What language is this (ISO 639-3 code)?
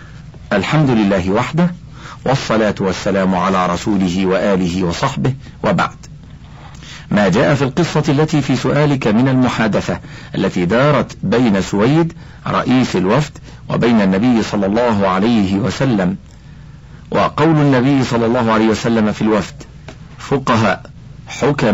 ara